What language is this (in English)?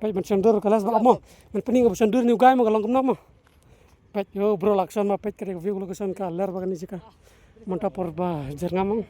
Khasi